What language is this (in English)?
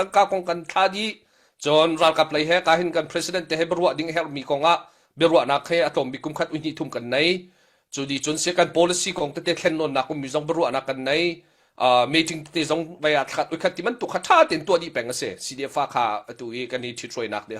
Hakha Chin